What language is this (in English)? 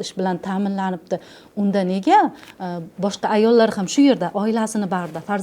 Uzbek